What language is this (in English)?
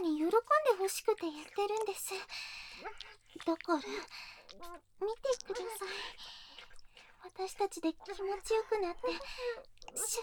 Japanese